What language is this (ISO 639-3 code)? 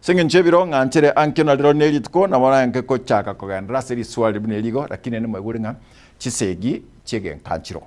guz